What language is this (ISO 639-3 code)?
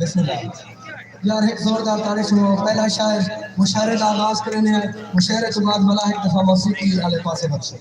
skr